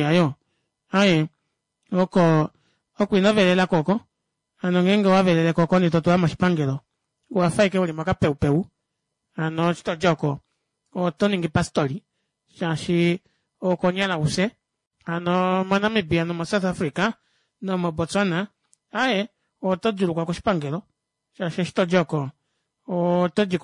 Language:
Kuanyama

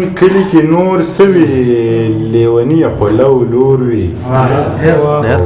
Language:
Pashto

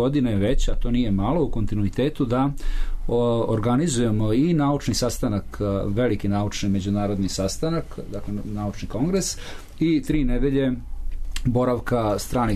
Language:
Serbian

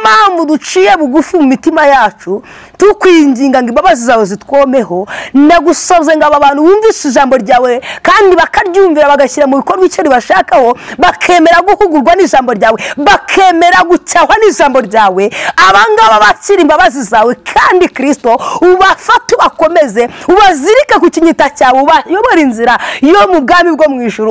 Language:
Kinyarwanda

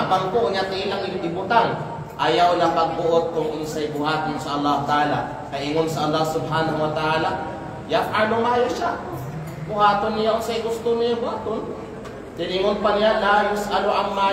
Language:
Kalagan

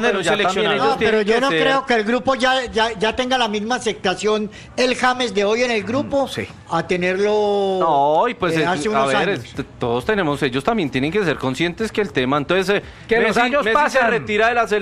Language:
Spanish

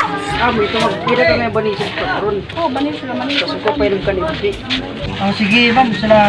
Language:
Waray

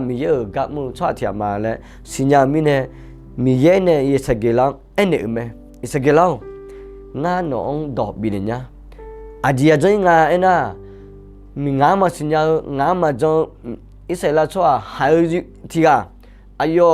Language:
Akha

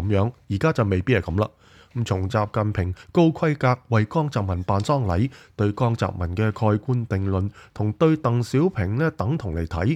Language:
Cantonese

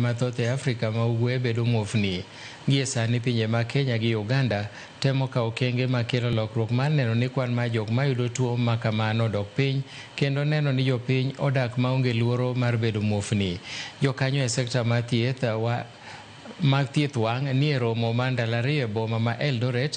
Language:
Luo (Kenya and Tanzania)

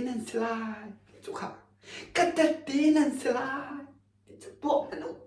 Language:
Hakha Chin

